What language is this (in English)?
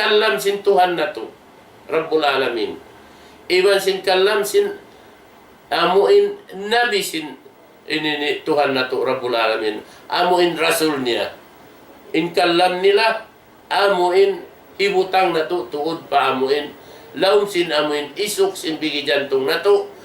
Tausug